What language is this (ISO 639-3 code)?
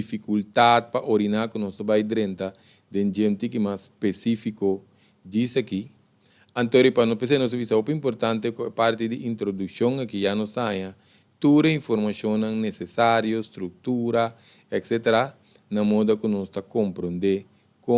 pap